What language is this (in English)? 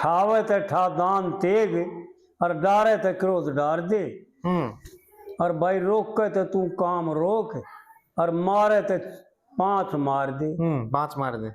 Haryanvi